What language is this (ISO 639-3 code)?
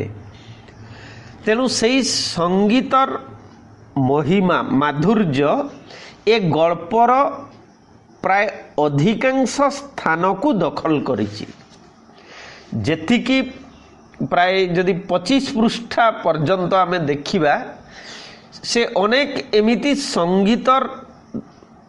ori